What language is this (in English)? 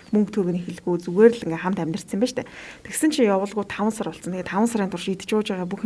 Mongolian